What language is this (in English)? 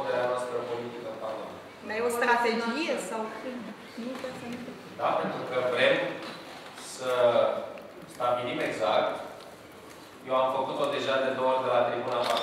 Romanian